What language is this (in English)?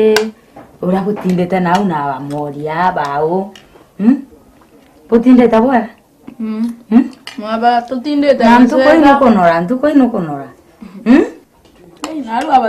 Meru